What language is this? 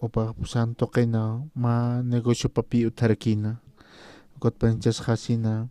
Aymara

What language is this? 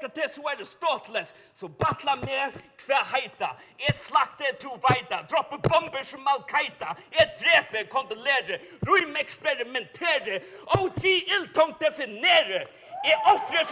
Faroese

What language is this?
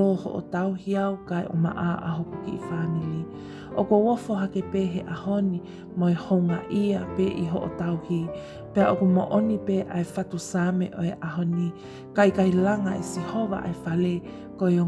Tongan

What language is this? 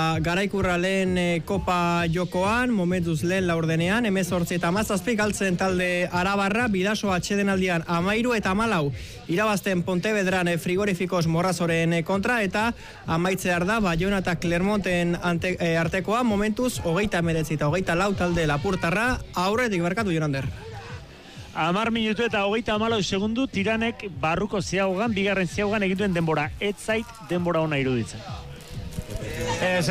Basque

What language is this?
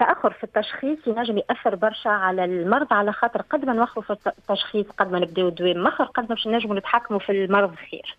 Tunisian Arabic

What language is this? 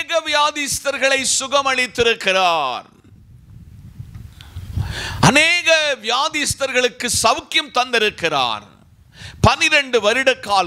Tamil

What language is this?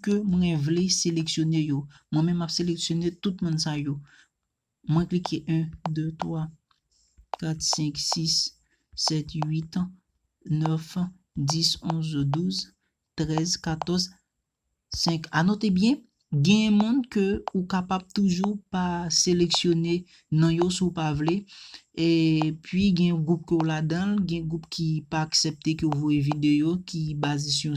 Haitian Creole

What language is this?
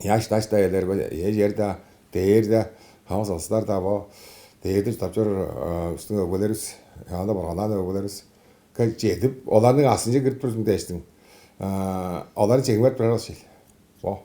Tuvinian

